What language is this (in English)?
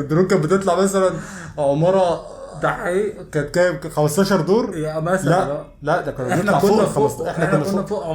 Egyptian Arabic